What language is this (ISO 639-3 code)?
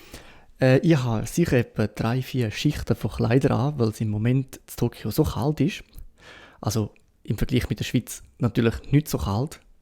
gsw